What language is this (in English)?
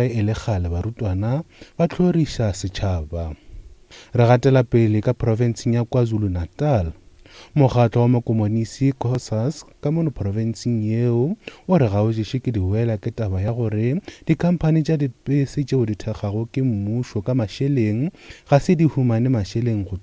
Northern Sotho